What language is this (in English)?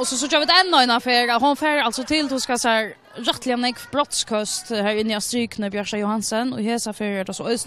Faroese